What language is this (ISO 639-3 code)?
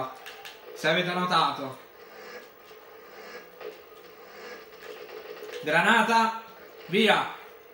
ita